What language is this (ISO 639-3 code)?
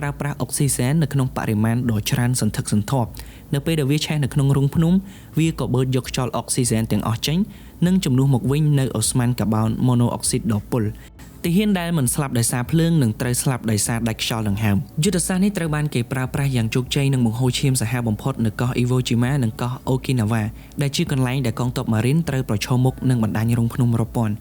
khm